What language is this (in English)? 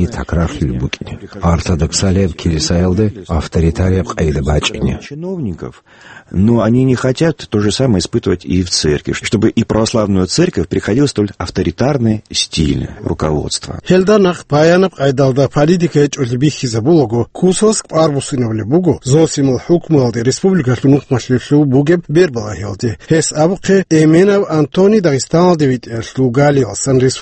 Avaric